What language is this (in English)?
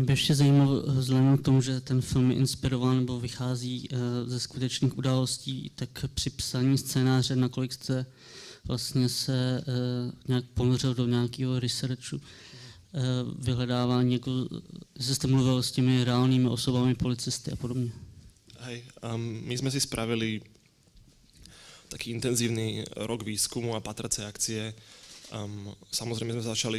Slovak